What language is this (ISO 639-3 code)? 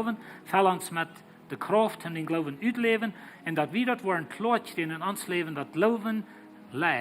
pdt